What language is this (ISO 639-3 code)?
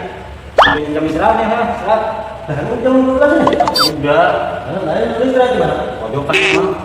bew